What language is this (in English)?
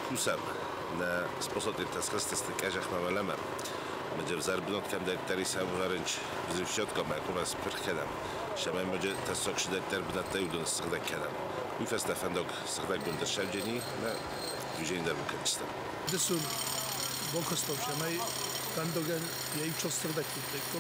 Ossetic